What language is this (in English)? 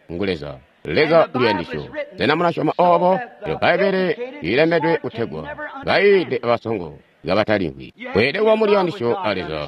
Tonga (Zambia)